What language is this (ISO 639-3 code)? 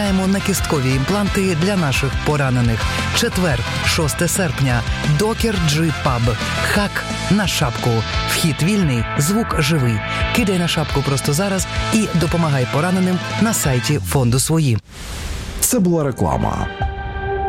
ukr